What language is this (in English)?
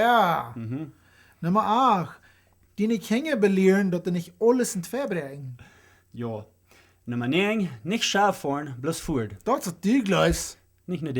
Plautdietsch